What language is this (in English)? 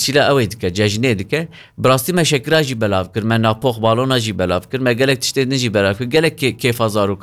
Kurdish